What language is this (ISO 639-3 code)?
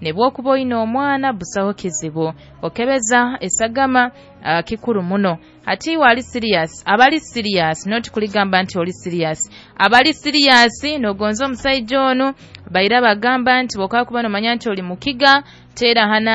nyo